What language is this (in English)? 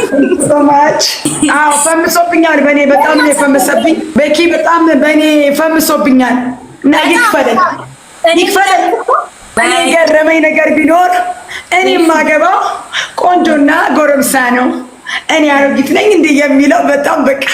Amharic